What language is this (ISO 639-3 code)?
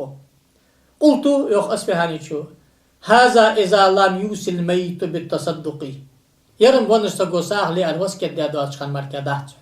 inh